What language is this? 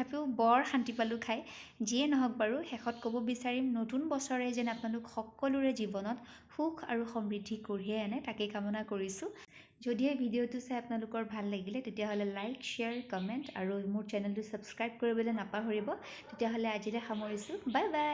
Assamese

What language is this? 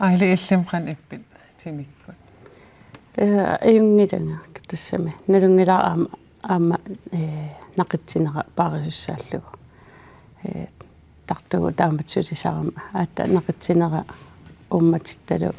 Kalaallisut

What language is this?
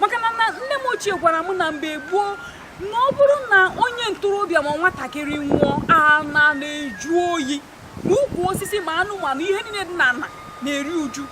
Igbo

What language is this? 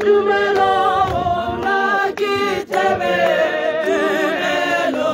Tswana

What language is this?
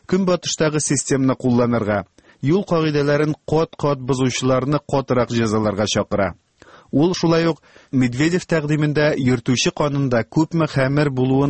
Tatar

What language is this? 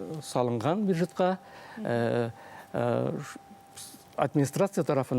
Bashkir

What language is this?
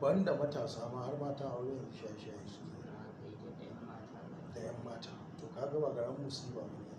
Hausa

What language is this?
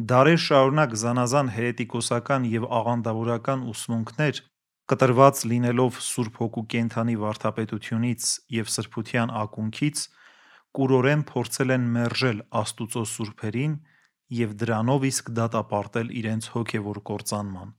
Armenian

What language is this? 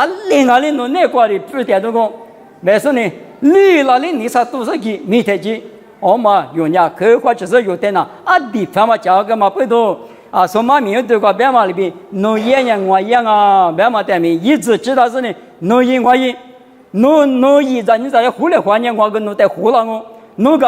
Lisu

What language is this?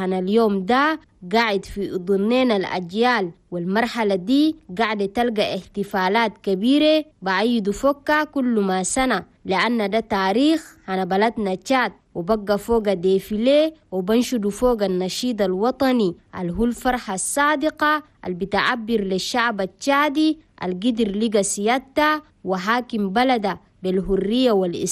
Chadian Arabic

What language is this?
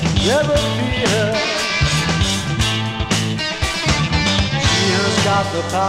English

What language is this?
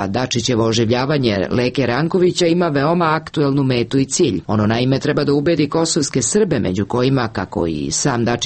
Serbian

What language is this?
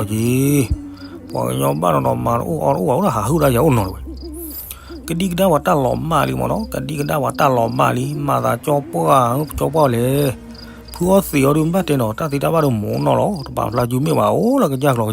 S'gaw Karen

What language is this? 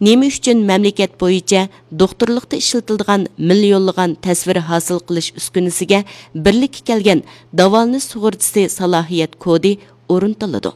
Uyghur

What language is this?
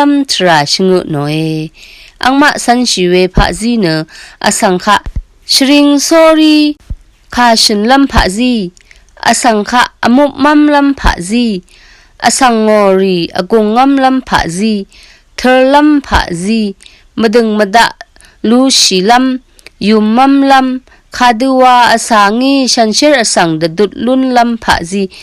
Rawang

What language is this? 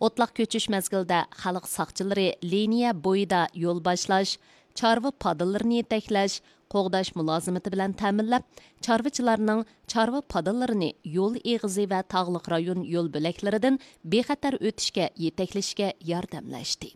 Uyghur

